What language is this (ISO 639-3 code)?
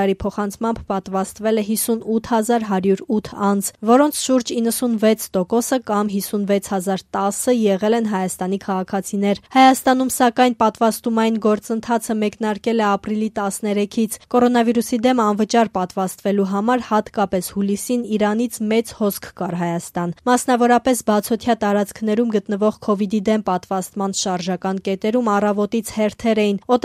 hye